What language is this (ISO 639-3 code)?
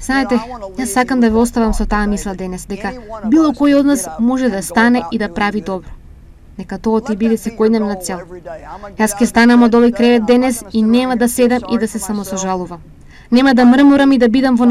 mkd